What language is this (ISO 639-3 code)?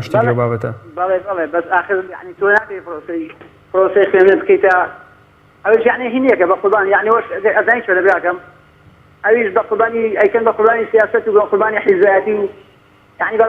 ckb